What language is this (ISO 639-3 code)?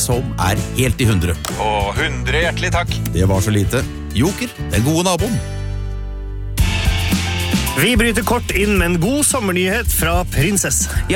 nor